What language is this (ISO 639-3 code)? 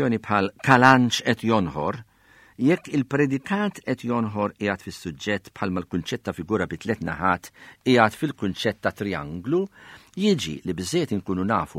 mlt